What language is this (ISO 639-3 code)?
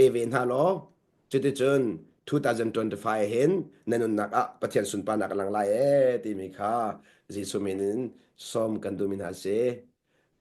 cnh